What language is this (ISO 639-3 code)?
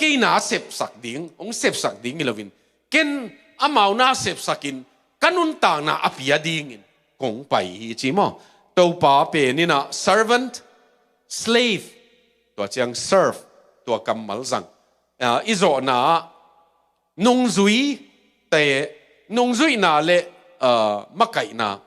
ctd